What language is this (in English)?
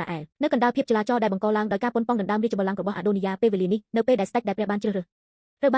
Khmer